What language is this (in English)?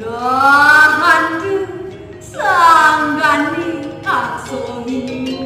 Balinese